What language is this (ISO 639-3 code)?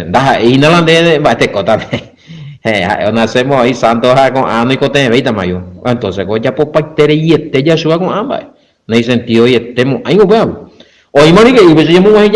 grn